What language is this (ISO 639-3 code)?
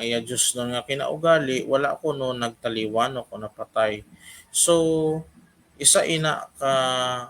hil